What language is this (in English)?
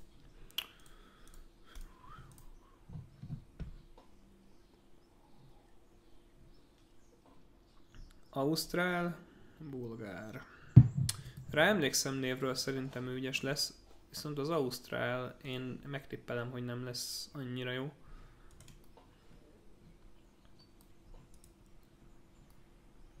Hungarian